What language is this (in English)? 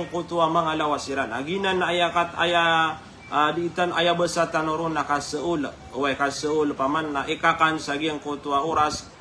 Maranao